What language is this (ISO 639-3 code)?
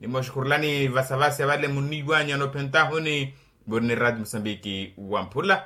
vmw